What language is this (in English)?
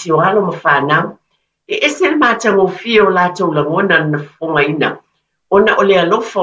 Samoan